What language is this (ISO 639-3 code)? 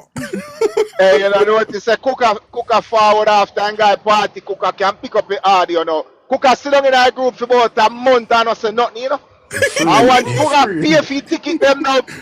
jam